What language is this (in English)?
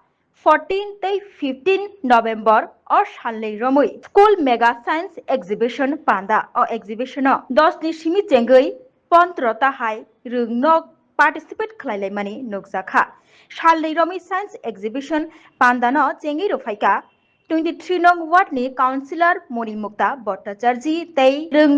Kok Borok